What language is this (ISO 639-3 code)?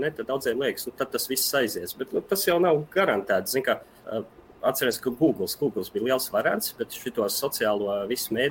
lav